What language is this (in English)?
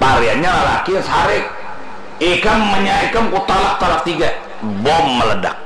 Banjar